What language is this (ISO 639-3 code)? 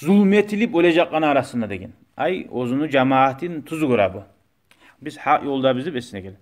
kum